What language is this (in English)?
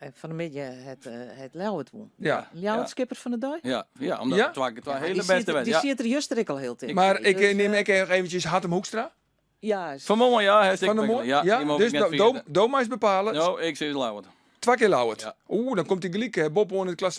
Western Frisian